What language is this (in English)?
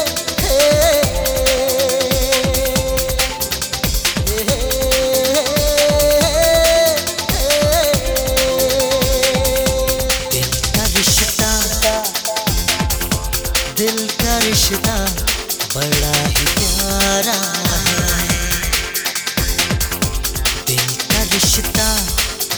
Hindi